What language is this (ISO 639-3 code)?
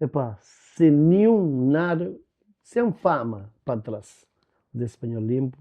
kea